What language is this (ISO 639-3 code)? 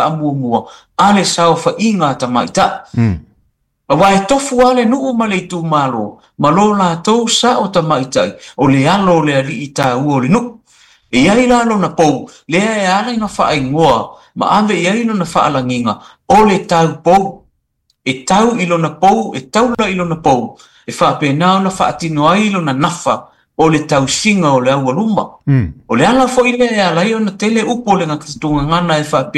smo